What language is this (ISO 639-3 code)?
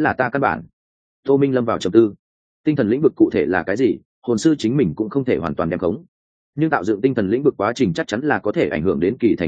vie